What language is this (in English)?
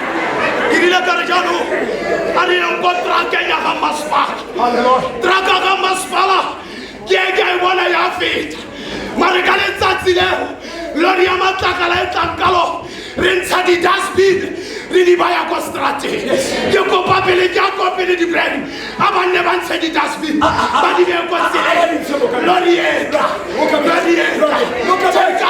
Tswana